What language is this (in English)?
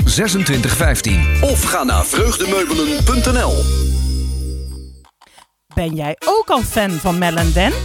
Dutch